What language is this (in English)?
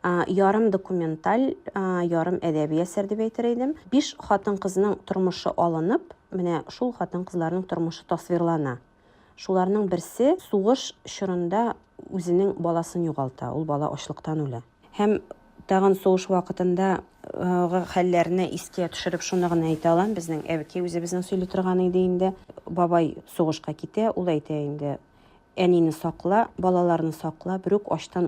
Tatar